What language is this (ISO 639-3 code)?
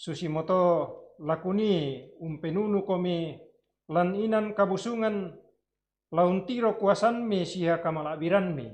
sda